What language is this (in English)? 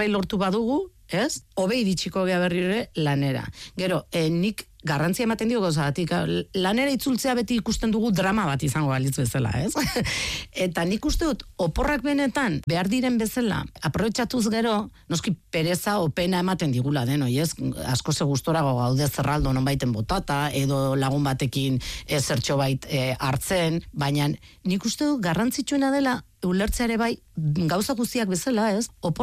Basque